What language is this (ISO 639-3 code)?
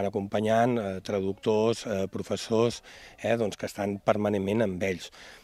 cat